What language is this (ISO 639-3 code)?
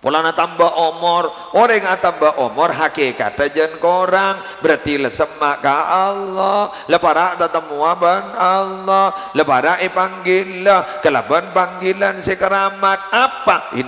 mad